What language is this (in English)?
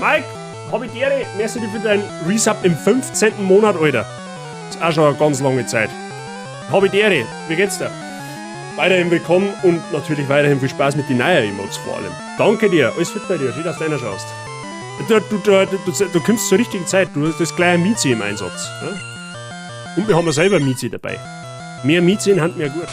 Bavarian